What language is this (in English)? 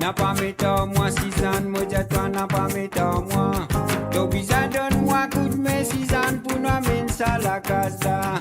Morisyen